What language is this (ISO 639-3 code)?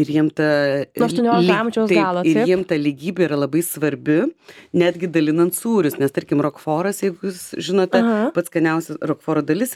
lit